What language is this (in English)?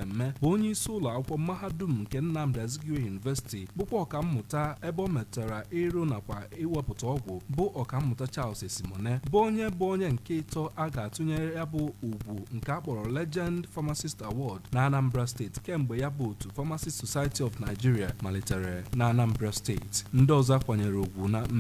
Igbo